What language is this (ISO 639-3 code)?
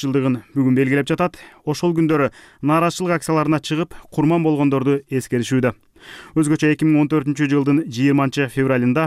kir